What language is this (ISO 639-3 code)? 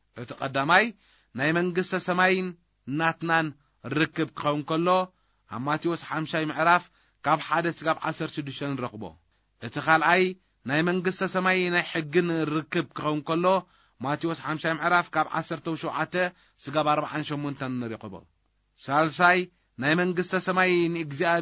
tir